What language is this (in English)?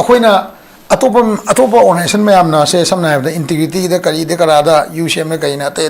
Manipuri